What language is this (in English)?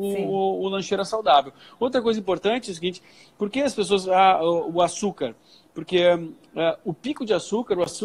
Portuguese